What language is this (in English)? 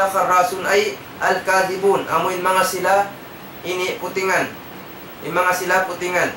Tausug